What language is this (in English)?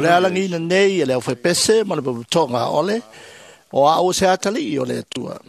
Samoan